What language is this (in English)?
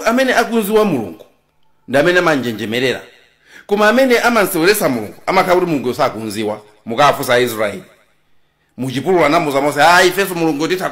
Nyanja